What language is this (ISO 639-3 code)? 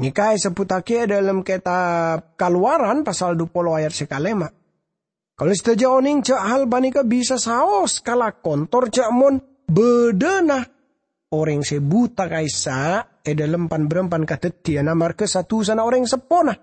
mad